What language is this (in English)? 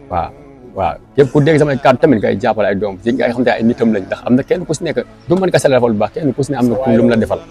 Wolof